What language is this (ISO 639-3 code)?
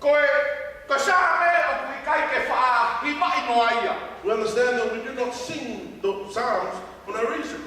ton